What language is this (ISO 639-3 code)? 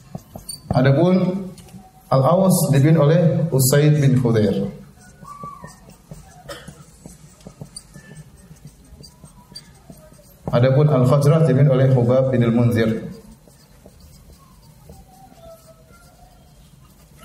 ind